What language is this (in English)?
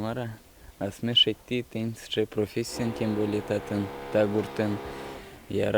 Udmurt